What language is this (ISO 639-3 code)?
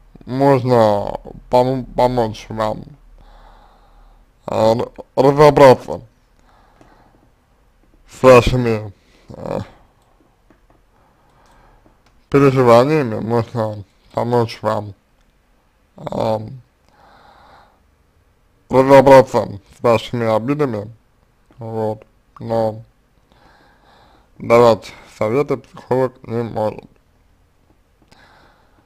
rus